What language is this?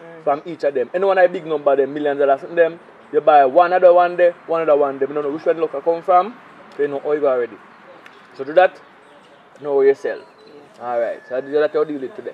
Jamaican Creole English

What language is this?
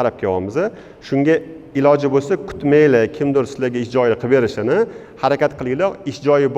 Uzbek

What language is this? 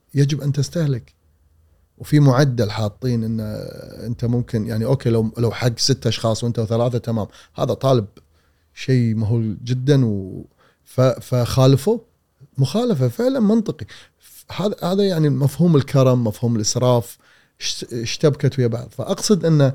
Gulf Arabic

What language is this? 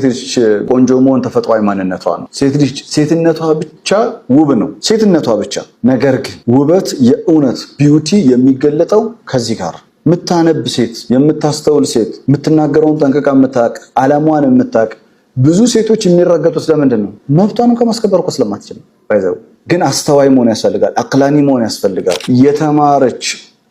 Amharic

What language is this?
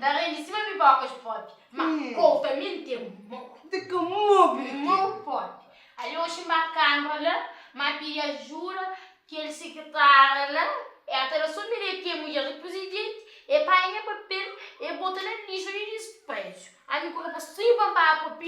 Kabuverdianu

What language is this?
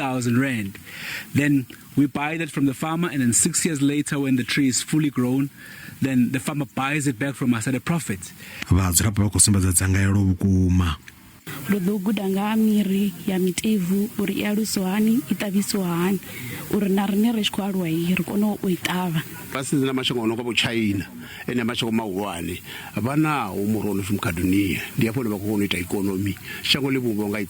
Venda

